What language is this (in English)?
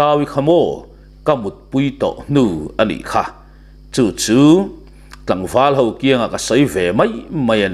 Mizo